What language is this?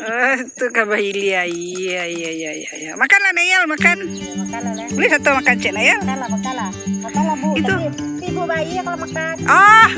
Minangkabau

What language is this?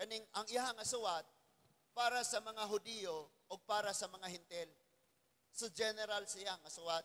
Cebuano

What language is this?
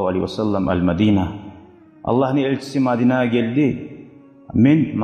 Kumyk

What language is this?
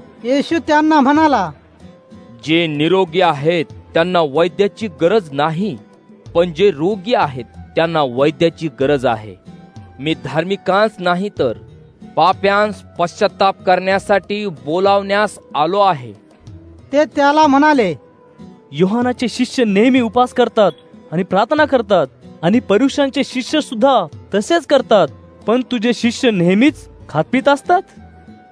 Marathi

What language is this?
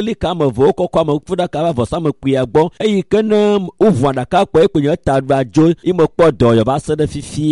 Ewe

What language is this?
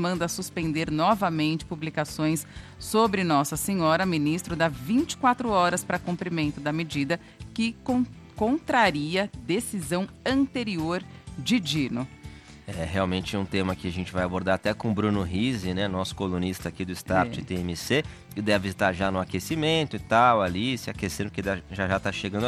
Portuguese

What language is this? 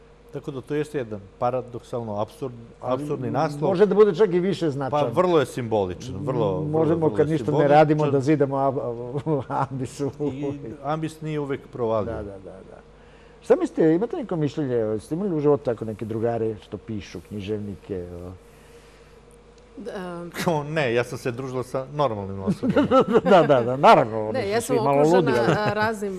Serbian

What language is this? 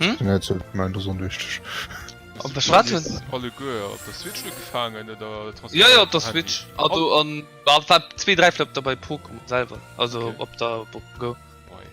Luxembourgish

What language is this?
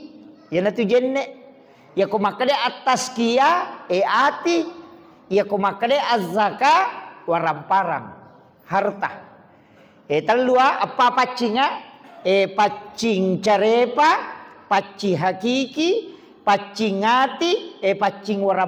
Buginese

